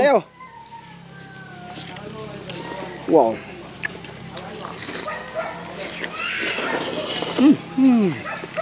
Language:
Filipino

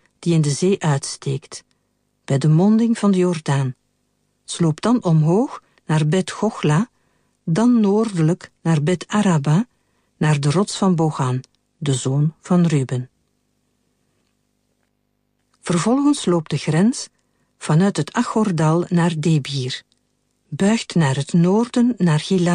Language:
Dutch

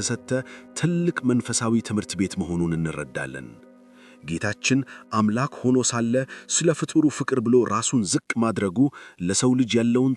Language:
Amharic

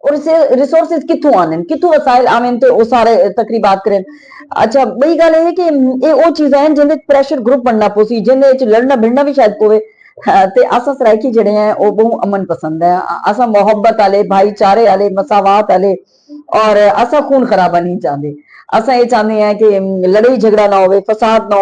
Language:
Saraiki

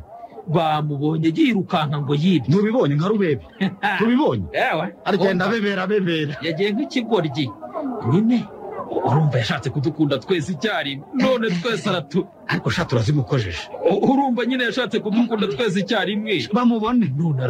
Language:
Kinyarwanda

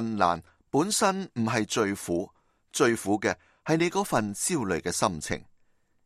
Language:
Cantonese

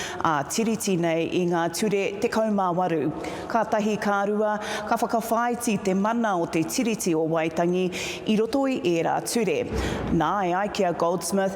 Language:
Māori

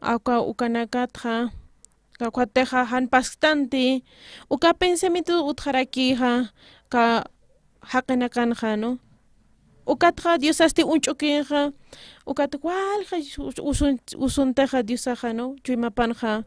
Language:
Aymara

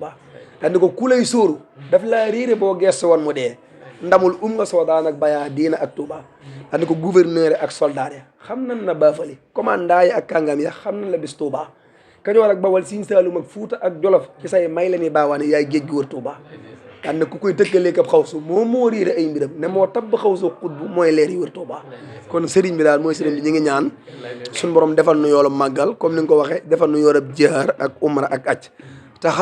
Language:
Wolof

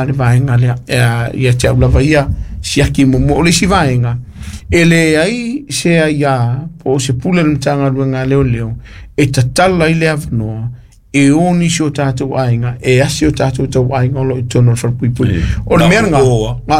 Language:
Samoan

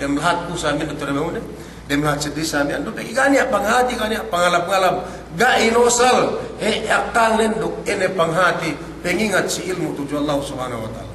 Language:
Yakan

